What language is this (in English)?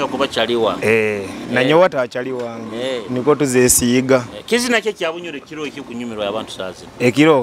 Nyoro